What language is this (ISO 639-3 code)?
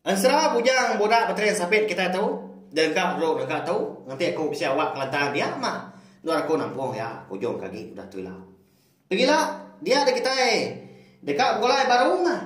iba